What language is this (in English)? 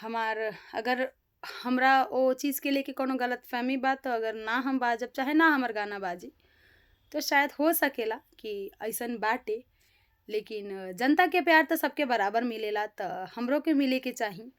Bhojpuri